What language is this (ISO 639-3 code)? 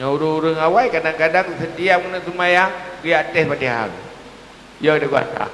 ace